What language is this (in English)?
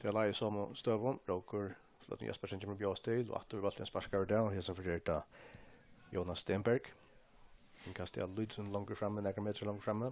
Faroese